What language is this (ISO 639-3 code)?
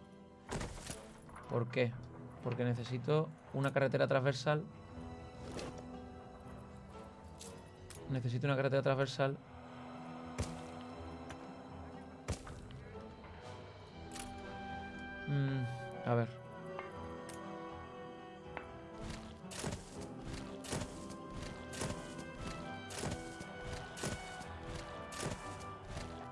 spa